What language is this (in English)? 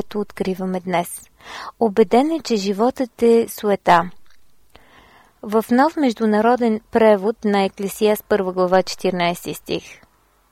Bulgarian